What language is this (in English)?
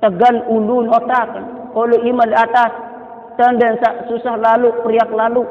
Sasak